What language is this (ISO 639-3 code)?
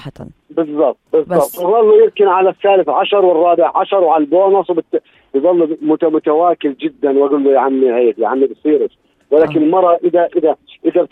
apc